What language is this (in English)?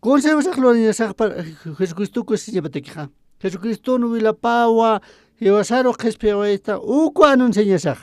Aymara